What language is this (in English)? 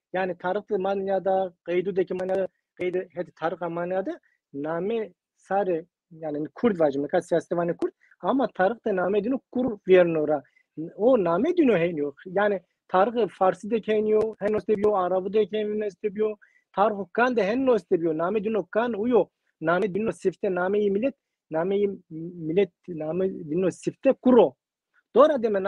Zaza